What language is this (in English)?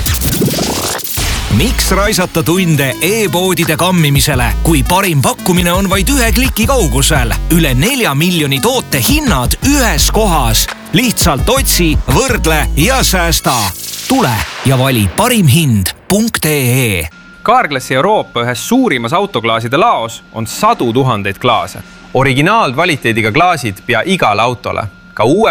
Estonian